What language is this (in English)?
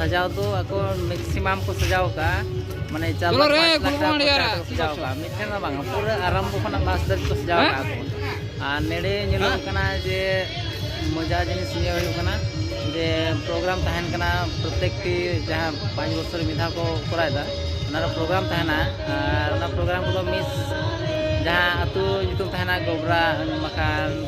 Santali